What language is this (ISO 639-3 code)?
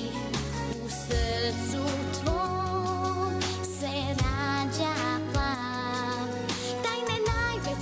srp